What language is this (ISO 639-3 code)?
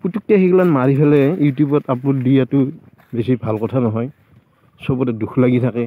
asm